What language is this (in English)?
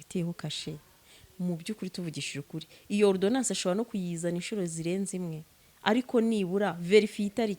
Kinyarwanda